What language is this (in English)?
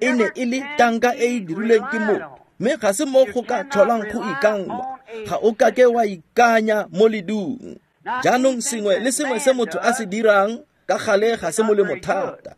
Tswana